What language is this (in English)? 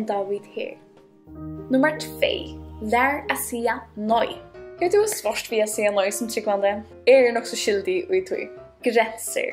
Faroese